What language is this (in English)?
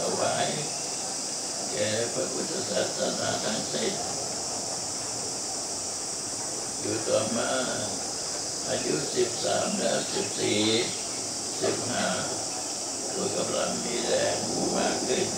Thai